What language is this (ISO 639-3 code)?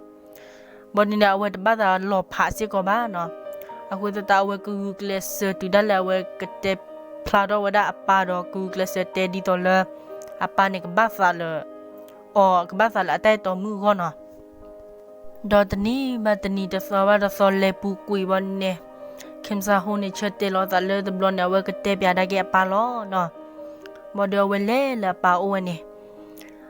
ksw